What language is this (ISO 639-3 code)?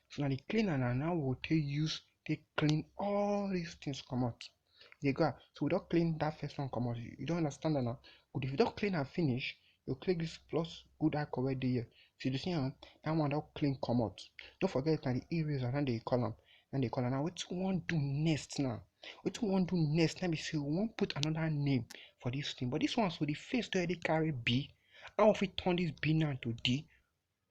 pcm